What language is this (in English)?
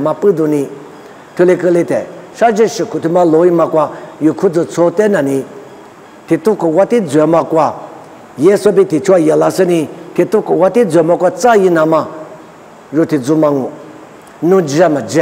Lisu